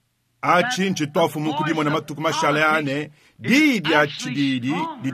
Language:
Luba-Lulua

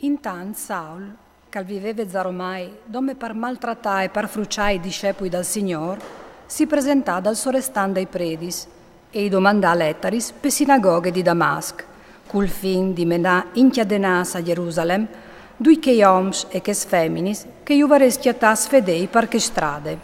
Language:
Friulian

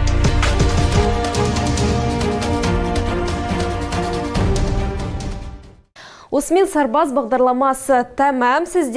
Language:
Kazakh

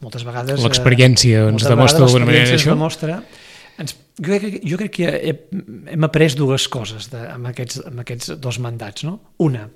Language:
Catalan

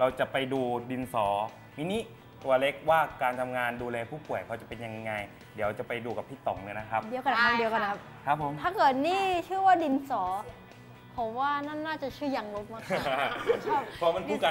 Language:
Thai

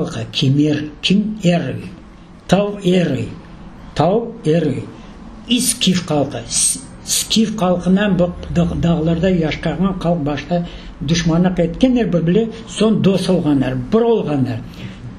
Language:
Crimean Tatar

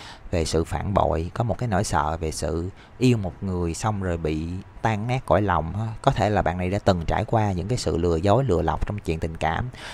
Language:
Vietnamese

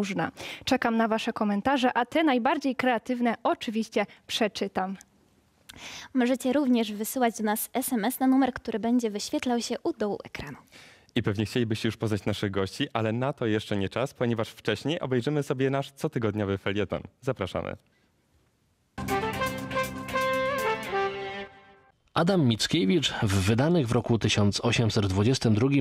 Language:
Polish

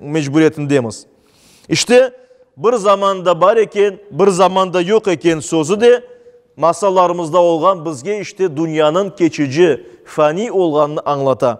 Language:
Crimean Tatar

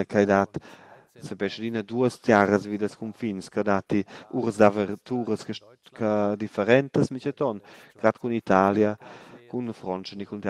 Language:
Romansh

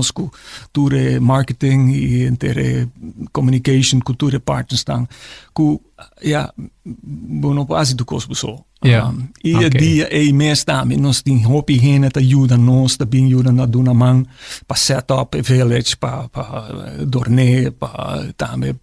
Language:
Papiamento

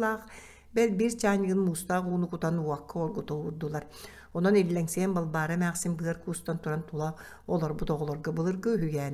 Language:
Yakut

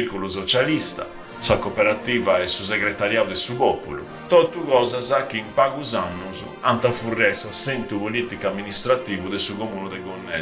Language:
Sardinian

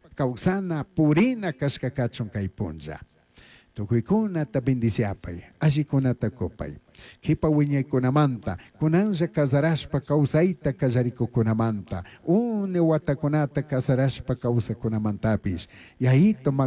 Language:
Chimborazo Highland Quichua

